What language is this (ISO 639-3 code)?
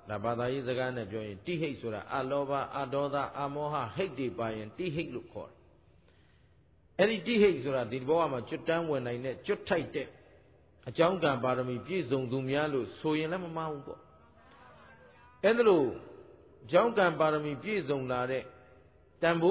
mya